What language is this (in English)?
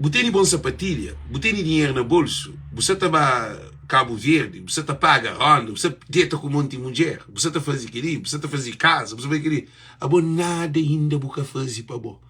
Kabuverdianu